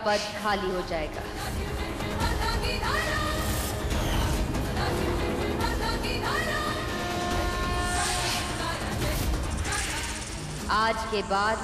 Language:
Hindi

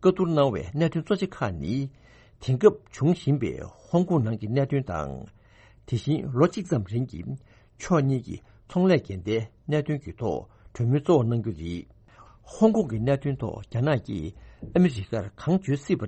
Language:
Tibetan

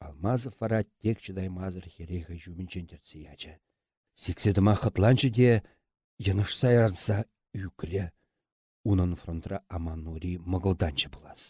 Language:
Chuvash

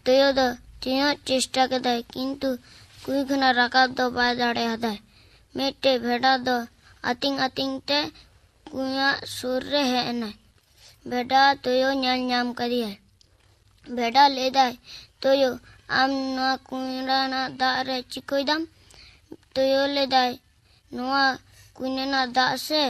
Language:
Santali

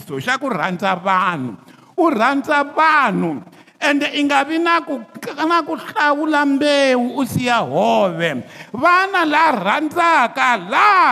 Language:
Tsonga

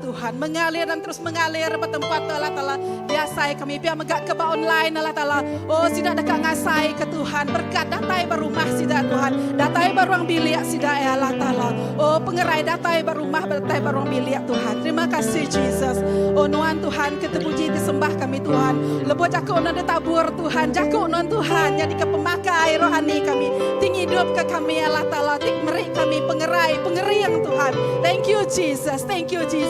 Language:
Iban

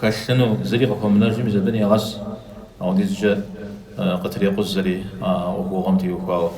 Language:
Kabardian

